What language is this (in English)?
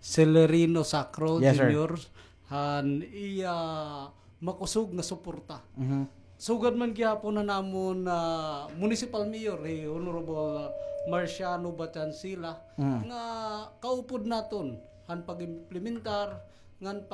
Waray